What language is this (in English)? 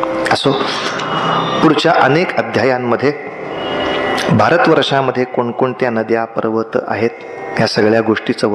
Marathi